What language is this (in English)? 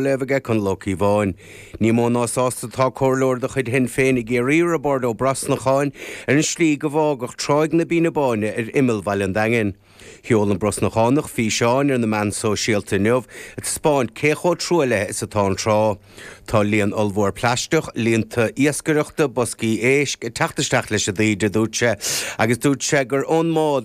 Irish